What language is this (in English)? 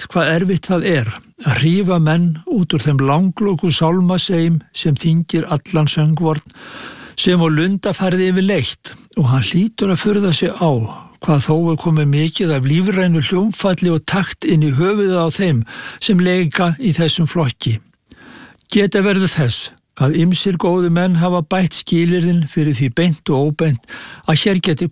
Icelandic